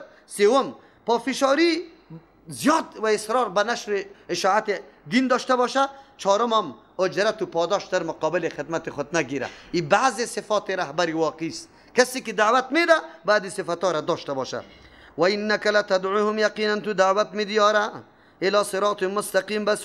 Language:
Persian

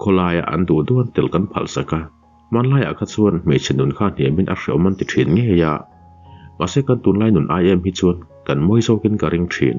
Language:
Mizo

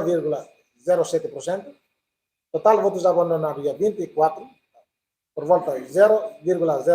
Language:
Tetum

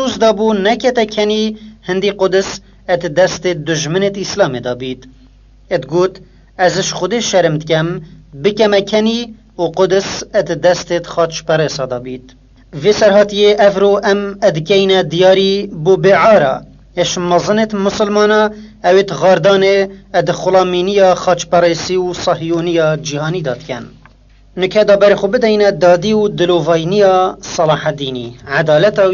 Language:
Kurdish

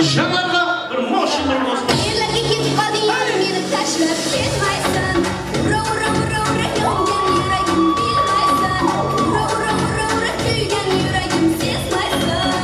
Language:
Kara-Kalpak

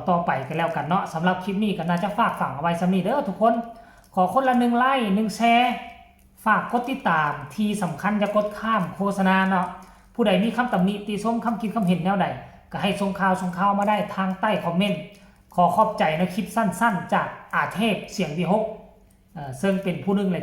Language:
Northeastern Thai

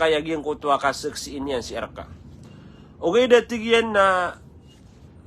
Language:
Maranao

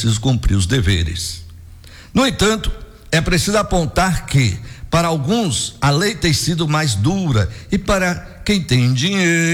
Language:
Portuguese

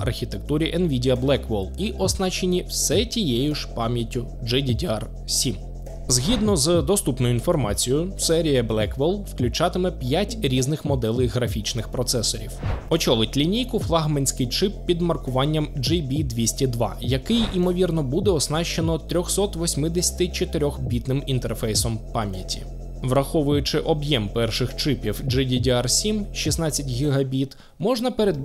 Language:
Ukrainian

